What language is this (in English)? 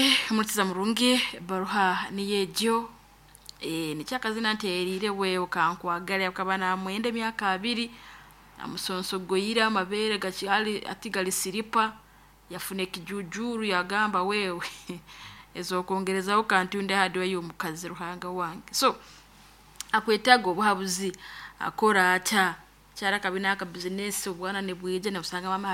Nyoro